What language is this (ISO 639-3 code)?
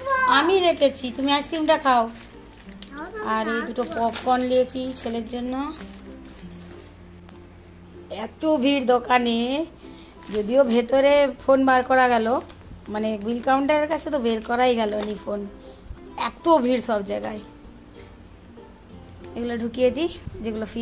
ben